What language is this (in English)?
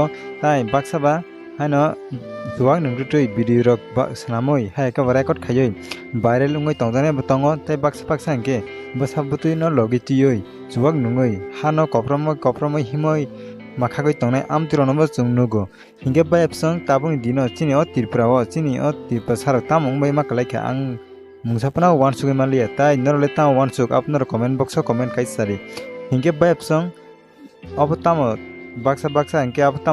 Kok Borok